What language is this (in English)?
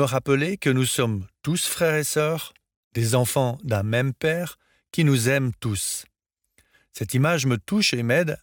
French